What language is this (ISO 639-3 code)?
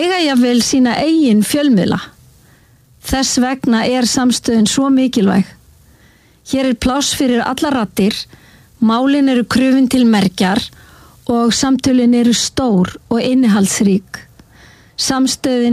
isl